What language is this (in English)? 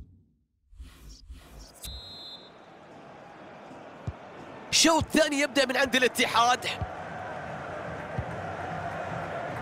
Arabic